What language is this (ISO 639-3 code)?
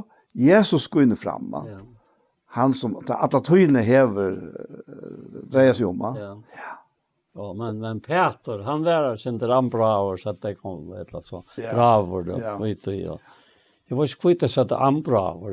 fao